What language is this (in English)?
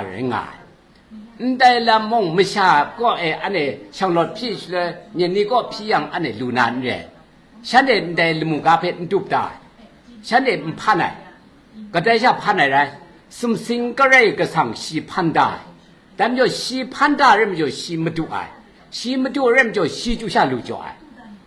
Kachin